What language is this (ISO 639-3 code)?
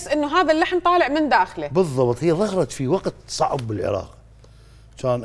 acm